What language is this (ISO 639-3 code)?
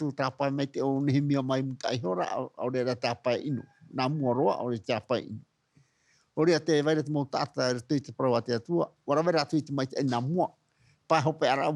tah